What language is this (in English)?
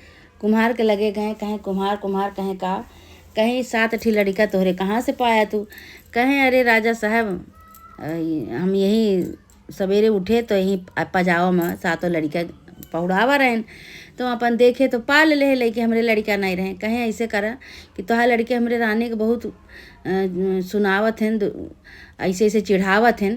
Awadhi